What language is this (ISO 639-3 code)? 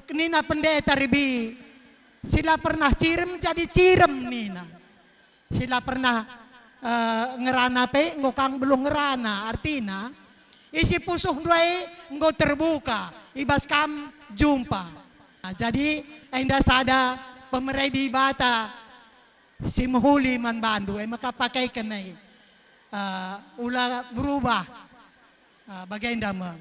btx